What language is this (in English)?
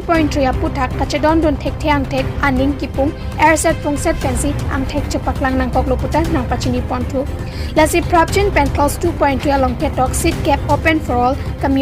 Karbi